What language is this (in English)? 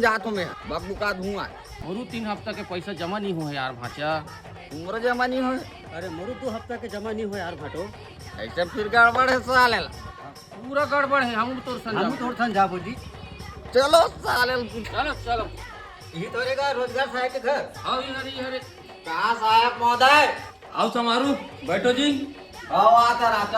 Chhattisgarhi